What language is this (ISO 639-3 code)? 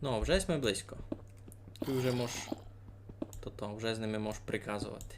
rue